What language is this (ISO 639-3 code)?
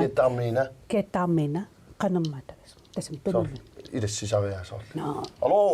kal